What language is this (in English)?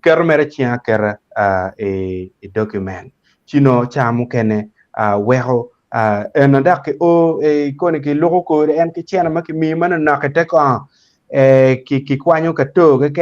Acoli